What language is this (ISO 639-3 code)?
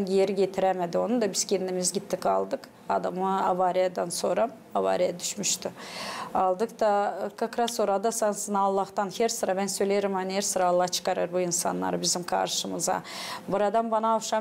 gag